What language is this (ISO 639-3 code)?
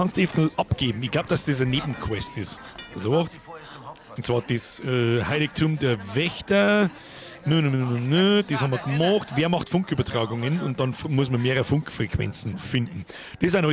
bar